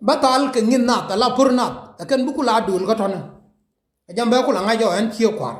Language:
Nuer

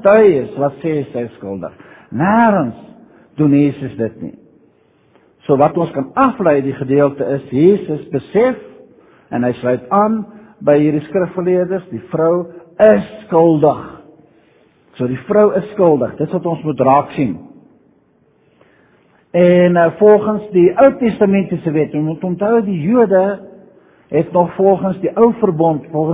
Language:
Afrikaans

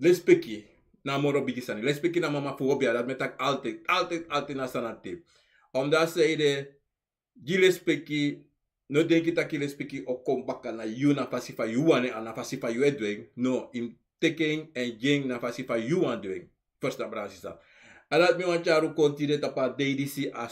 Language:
Sranan Tongo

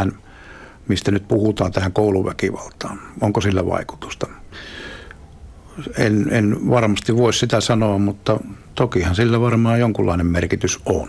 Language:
Finnish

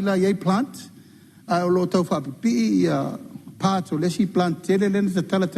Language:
Samoan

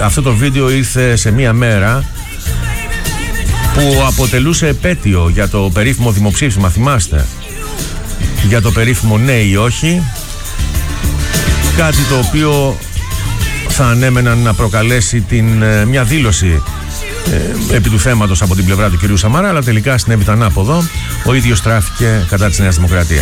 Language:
Greek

